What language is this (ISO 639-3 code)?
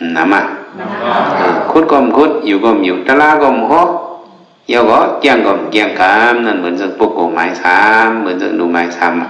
shn